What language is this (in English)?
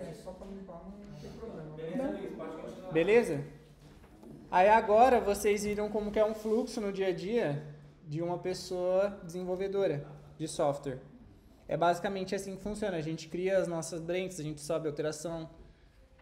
Portuguese